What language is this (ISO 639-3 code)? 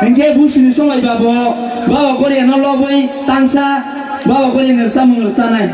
trp